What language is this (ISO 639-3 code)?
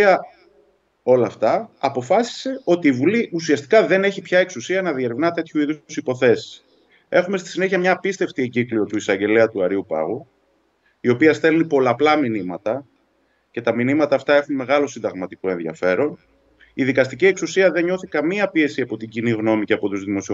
ell